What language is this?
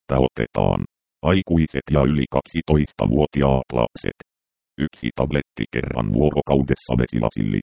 Finnish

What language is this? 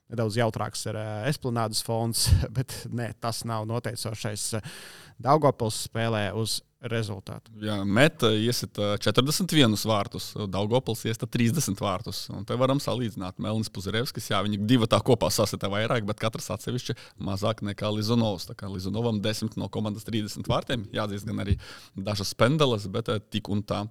Latvian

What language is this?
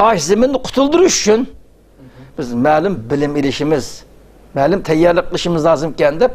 Uyghur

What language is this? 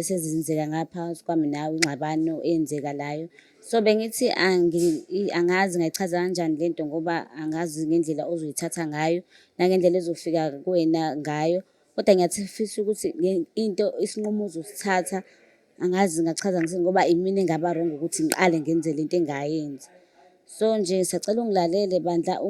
Zulu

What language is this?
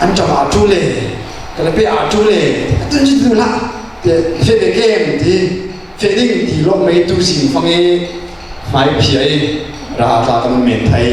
Falam Chin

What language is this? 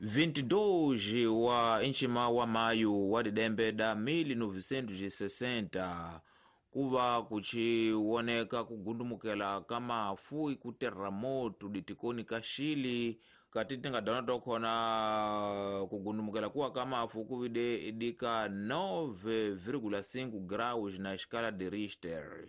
Tsonga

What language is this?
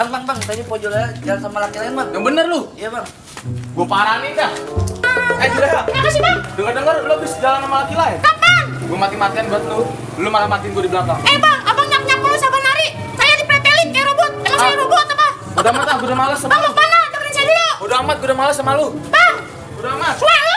Betawi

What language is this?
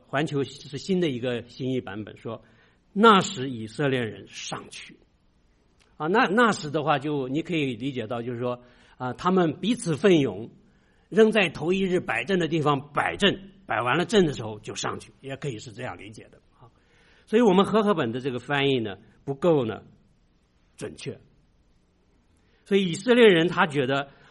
Chinese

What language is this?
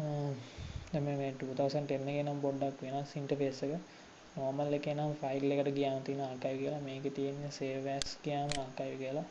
Sinhala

